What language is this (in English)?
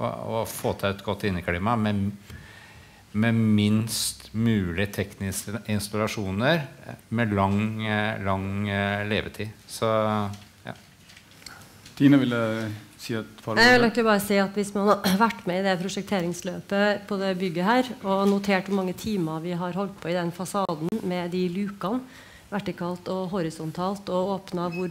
Norwegian